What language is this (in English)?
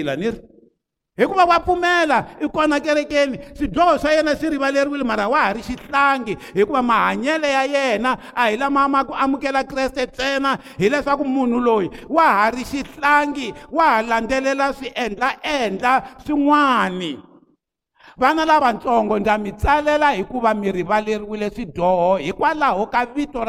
Tsonga